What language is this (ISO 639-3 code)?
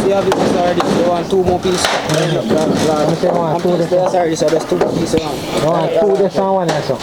jam